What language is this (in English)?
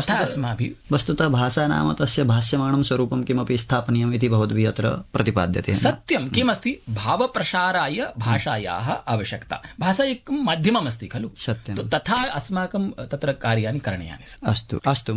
Sanskrit